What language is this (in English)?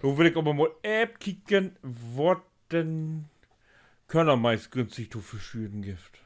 Low German